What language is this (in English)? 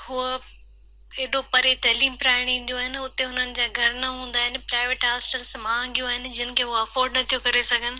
Sindhi